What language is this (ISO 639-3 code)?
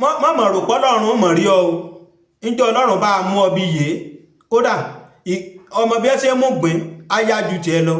yor